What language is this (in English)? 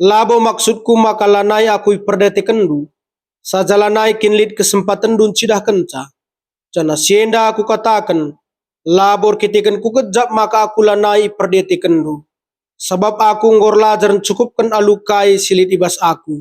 Batak Karo